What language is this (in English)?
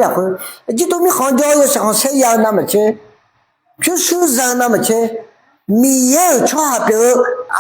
Akha